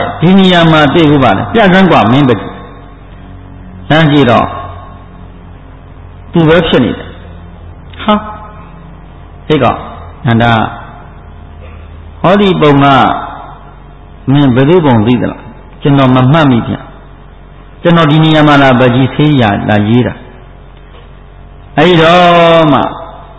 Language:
Burmese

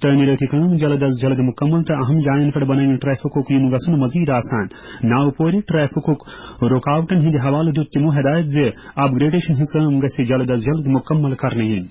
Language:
Kashmiri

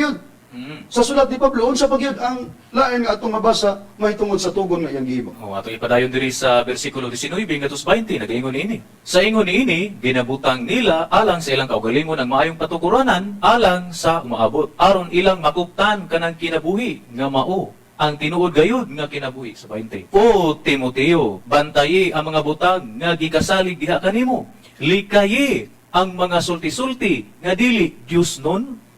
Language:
Cebuano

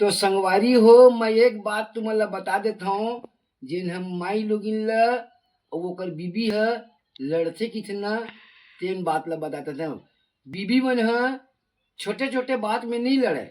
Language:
Chhattisgarhi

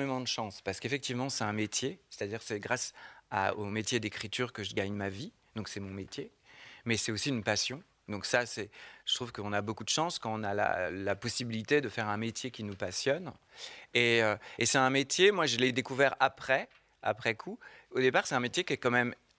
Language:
French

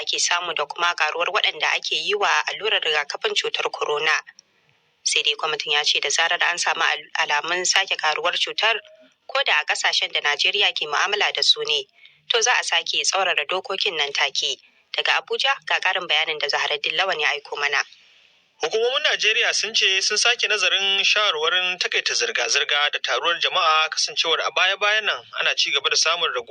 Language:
Hausa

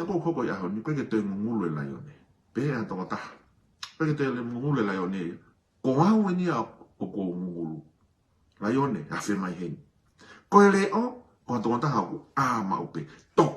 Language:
Tongan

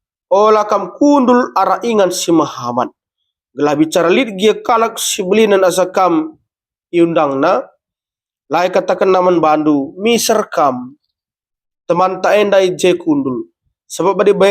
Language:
Batak Karo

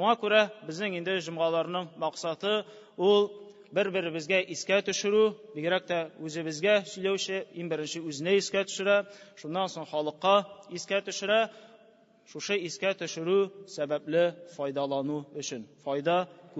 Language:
Tatar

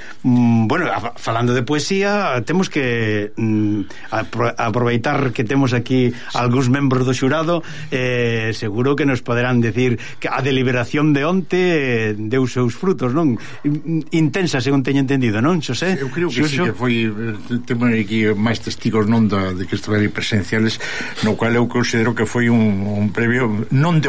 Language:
Galician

